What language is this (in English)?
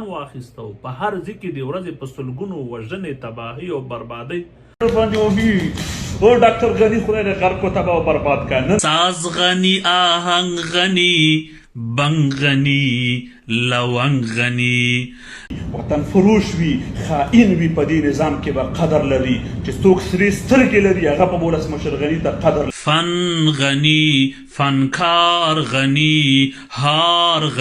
Pashto